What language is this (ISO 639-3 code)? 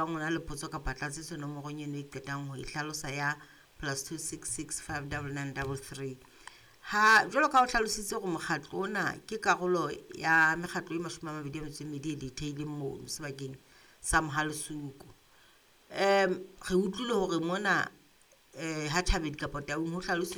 sot